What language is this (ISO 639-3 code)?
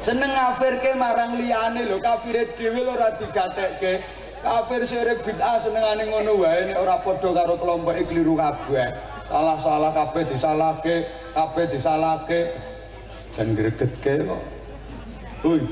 jav